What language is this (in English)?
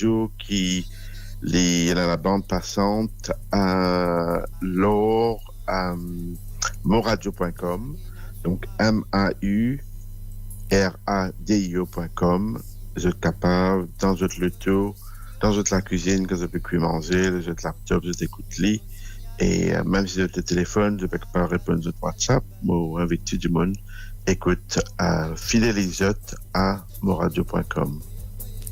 Morisyen